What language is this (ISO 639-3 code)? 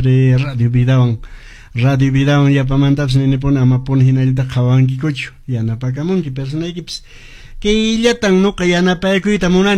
que